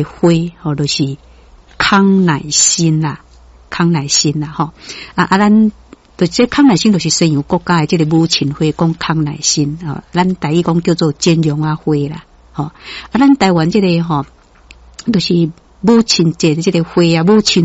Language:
Min Nan Chinese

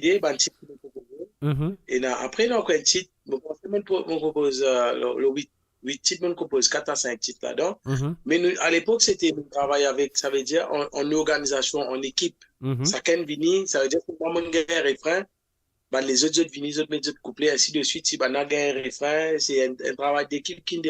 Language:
Morisyen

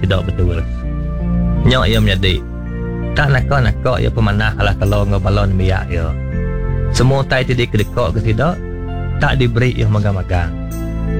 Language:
Iban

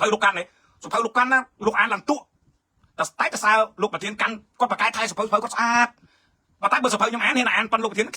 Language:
Khmer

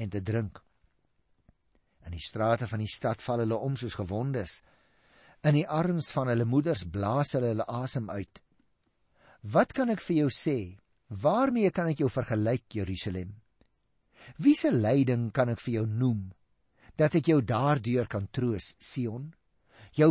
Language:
Afrikaans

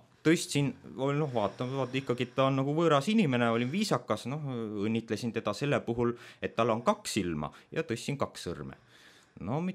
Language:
Estonian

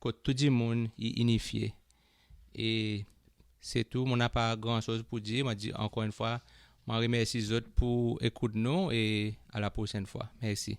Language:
Seselwa Creole French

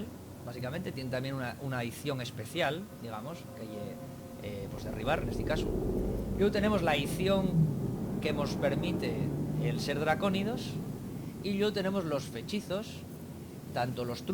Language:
Asturian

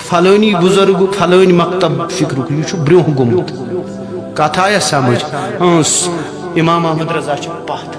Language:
Kashmiri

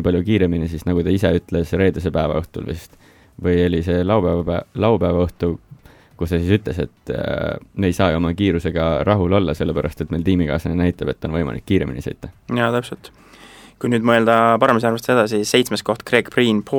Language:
Estonian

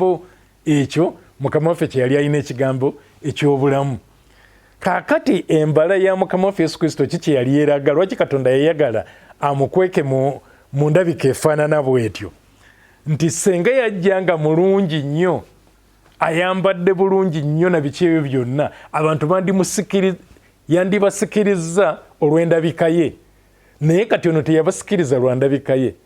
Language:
Ganda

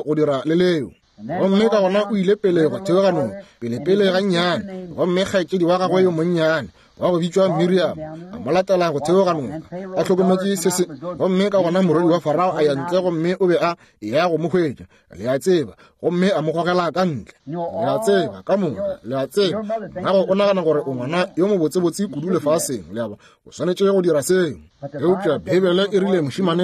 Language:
Northern Sotho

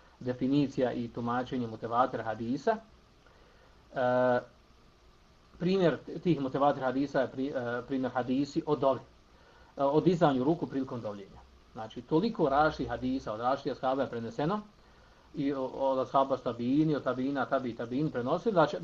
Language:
Bosnian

